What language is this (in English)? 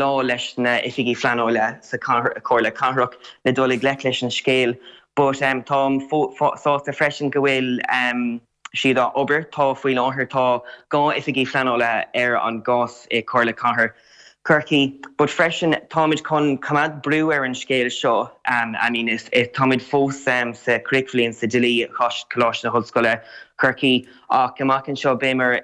Irish